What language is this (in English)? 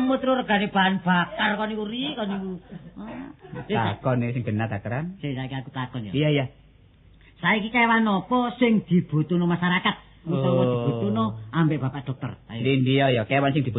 Javanese